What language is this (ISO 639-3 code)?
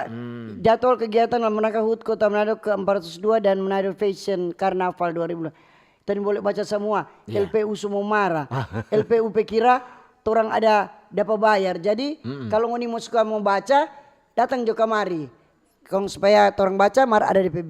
xmm